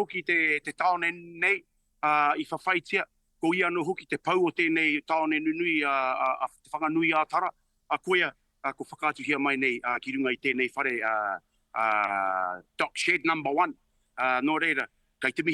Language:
Māori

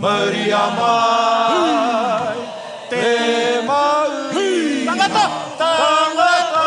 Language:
Māori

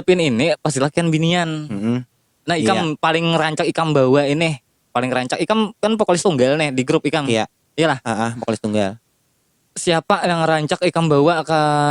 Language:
Banjar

